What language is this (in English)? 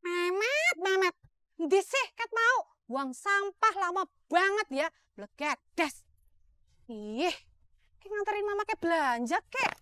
Betawi